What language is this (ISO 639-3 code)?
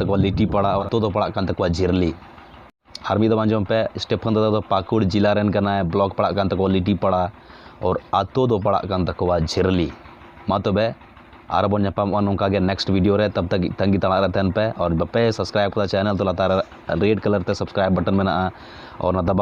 sat